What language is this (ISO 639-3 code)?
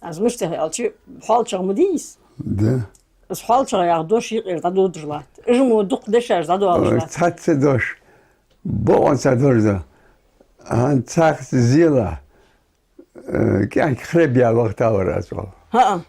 inh